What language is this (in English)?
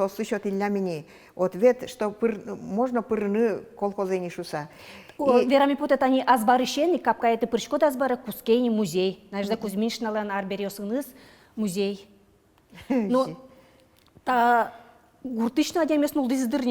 Udmurt